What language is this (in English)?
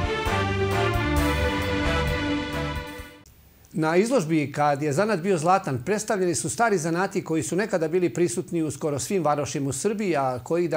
Serbian